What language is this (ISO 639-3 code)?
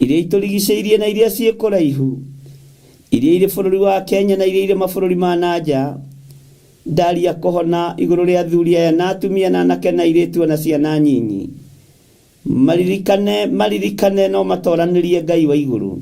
kik